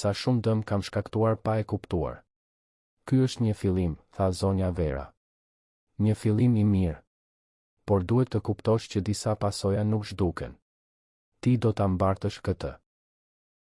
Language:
Albanian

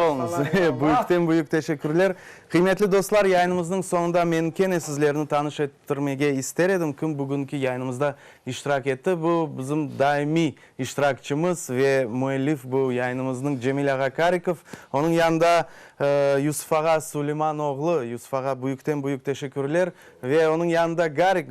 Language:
Crimean Tatar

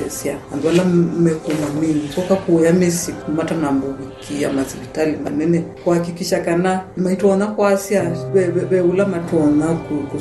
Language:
Kamba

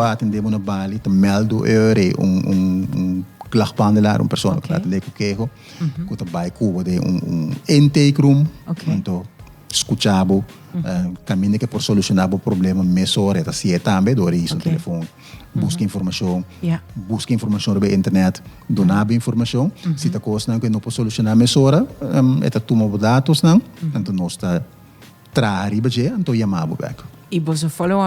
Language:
Papiamento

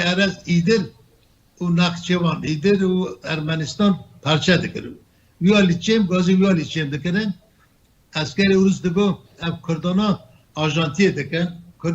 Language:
Kurdish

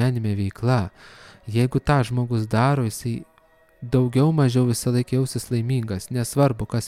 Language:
Lithuanian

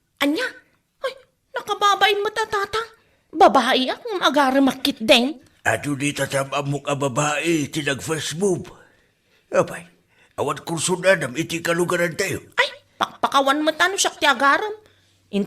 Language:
Iloko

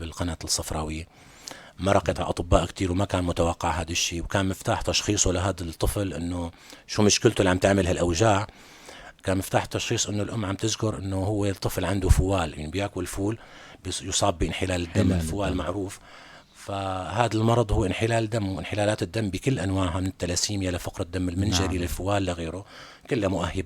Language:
North Levantine Arabic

